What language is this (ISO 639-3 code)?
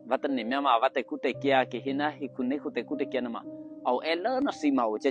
eky